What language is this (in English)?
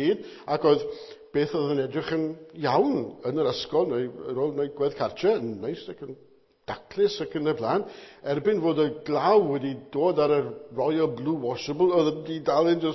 Welsh